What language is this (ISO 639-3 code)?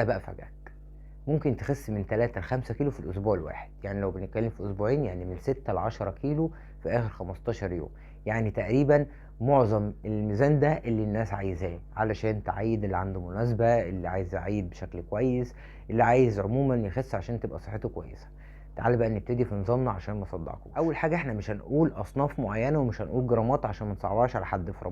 arz